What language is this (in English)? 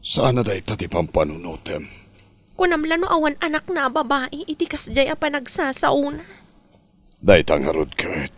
Iloko